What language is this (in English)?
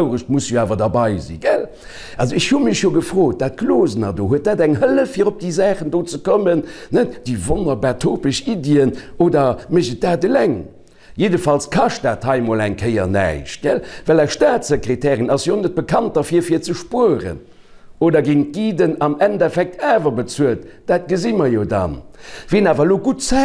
Luxembourgish